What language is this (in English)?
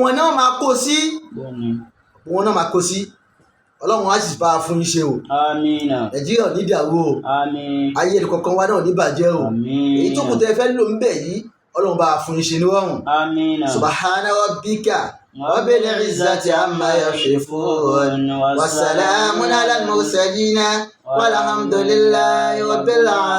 Yoruba